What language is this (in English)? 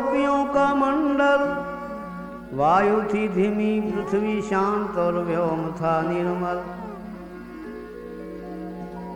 Hindi